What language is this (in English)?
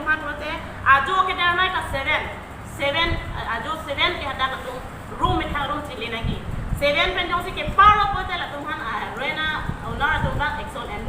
Karbi